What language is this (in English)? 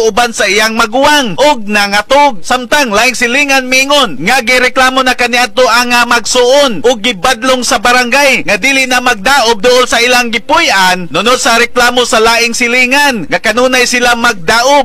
Cebuano